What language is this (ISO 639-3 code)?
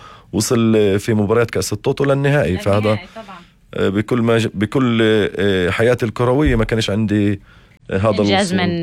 apc